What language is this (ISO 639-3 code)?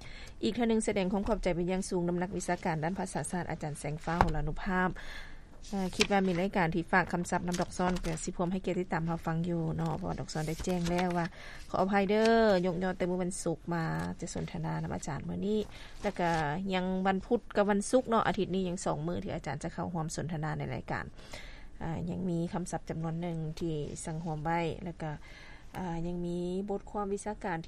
lao